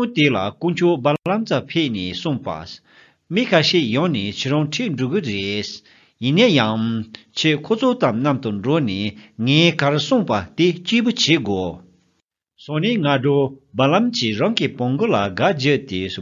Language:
Tibetan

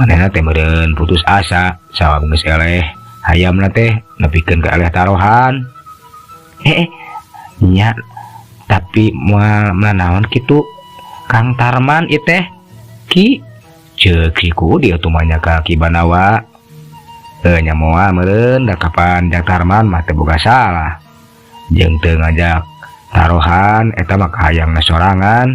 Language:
Sundanese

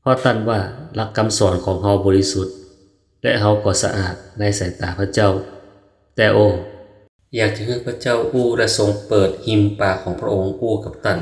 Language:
Northern Thai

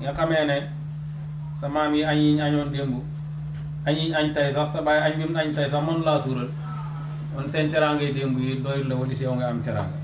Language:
Wolof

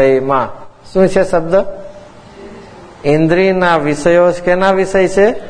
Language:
Gujarati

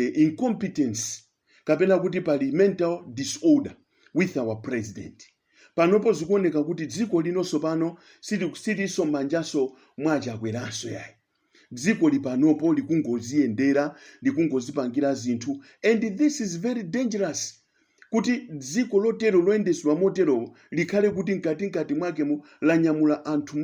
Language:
Nyanja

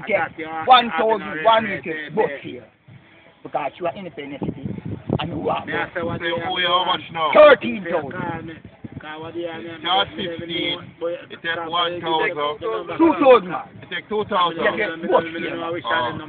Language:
Jamaican Creole English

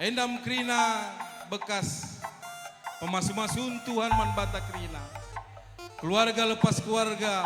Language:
Batak Karo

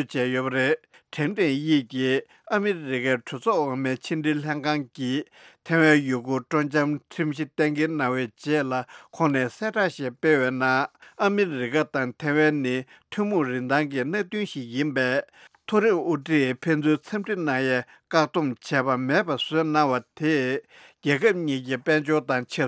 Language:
Tibetan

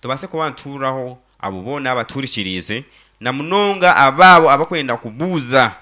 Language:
Nyankole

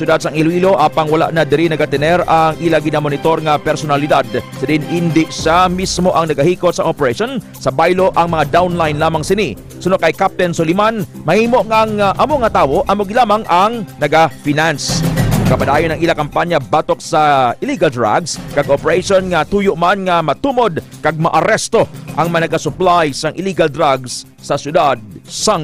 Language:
Hiligaynon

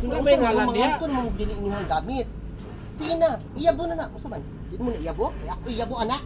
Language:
Cebuano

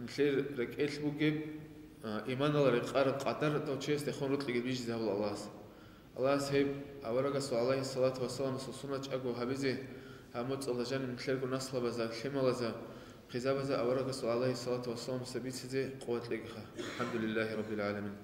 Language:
Avaric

